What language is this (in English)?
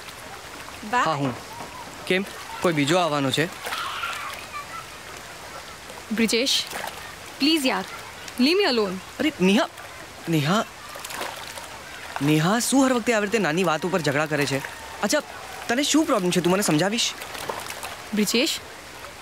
Gujarati